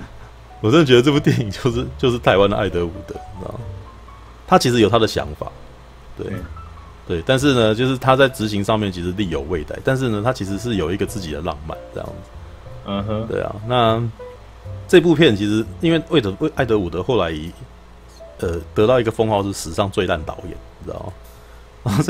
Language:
Chinese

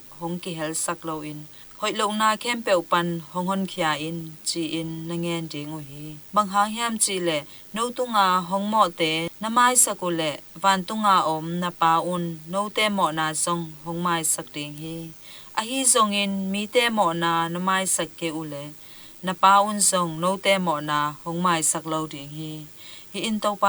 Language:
Tedim Chin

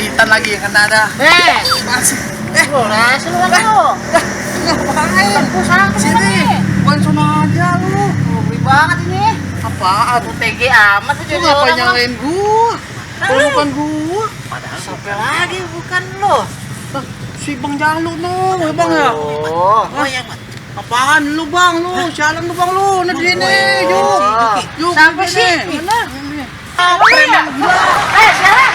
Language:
Betawi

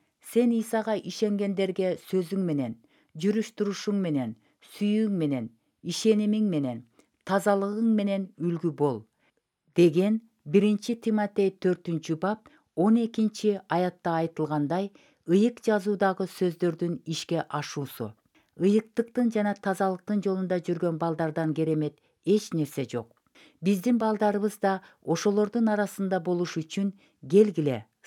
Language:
Kyrgyz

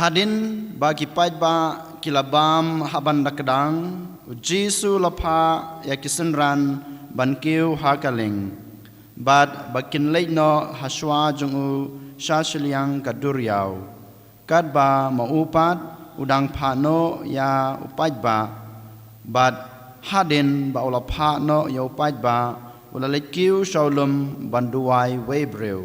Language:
Khasi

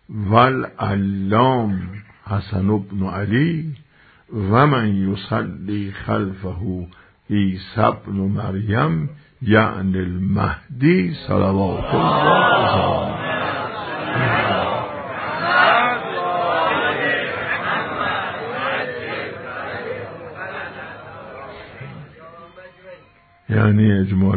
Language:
Persian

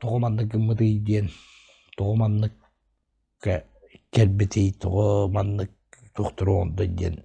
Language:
Yakut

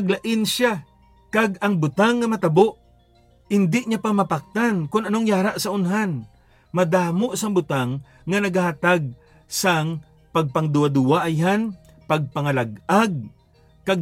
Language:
Hiligaynon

